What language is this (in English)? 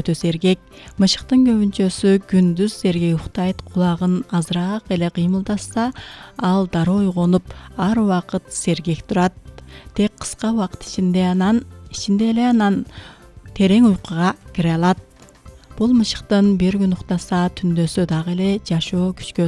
Kyrgyz